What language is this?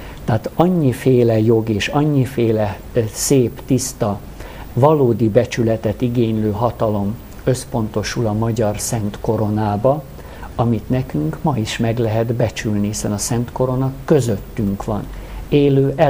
Hungarian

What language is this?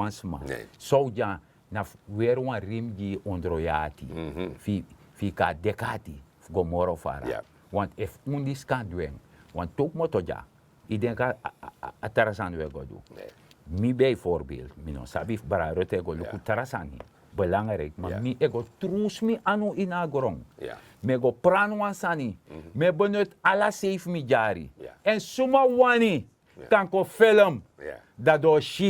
Sranan Tongo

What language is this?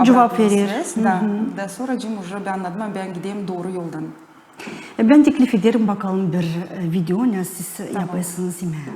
Gagauz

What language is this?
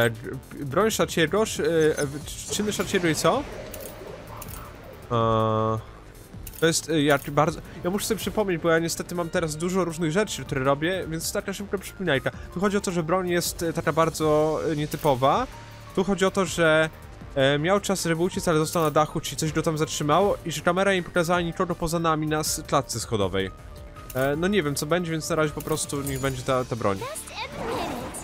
Polish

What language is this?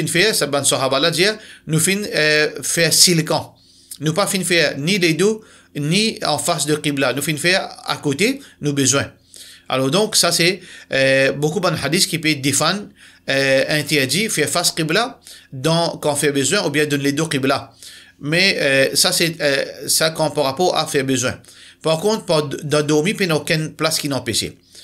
Morisyen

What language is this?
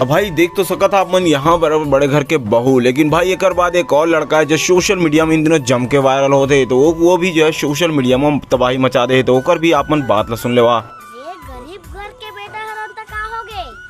Chhattisgarhi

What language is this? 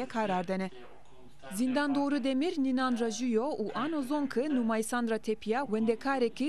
Zaza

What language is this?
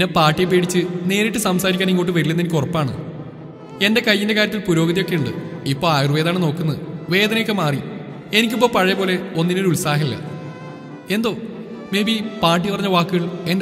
Malayalam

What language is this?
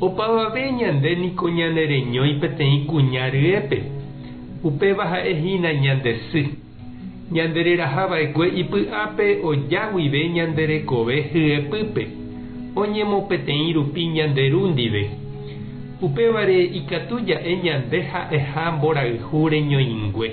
Guarani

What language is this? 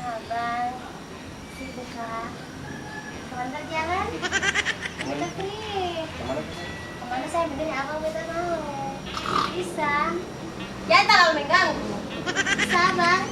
Ambonese Malay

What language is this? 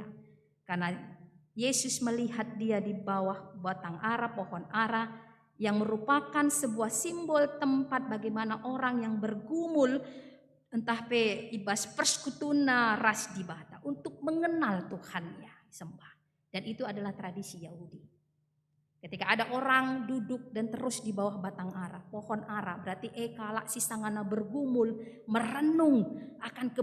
Batak Karo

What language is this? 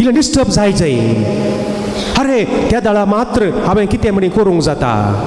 Konkani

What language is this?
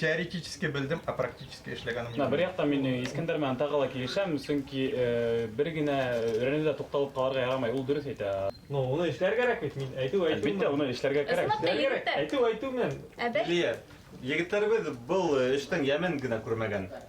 Bashkir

